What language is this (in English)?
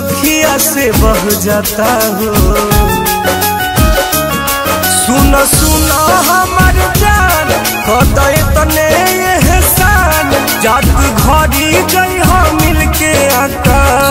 Bhojpuri